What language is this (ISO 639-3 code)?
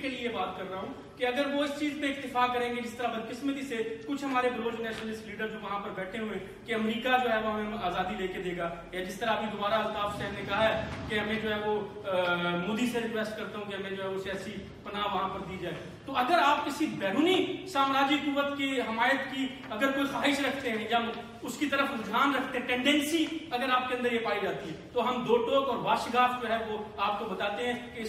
urd